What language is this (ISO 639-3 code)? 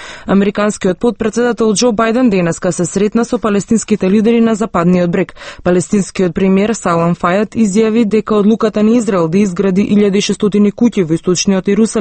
mkd